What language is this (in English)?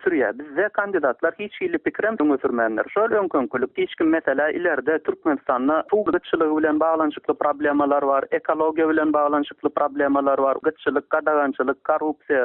Turkmen